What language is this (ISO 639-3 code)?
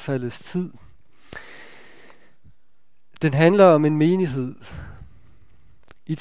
dan